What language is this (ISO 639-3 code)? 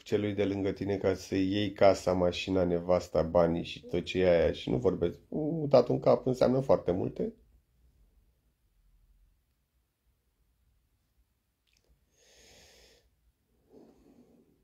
ron